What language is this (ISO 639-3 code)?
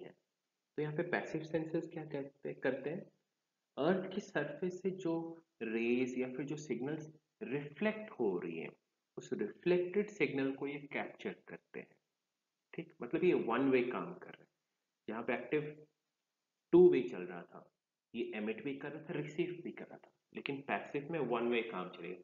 hin